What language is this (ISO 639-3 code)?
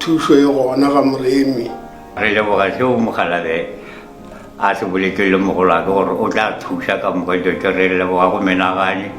nso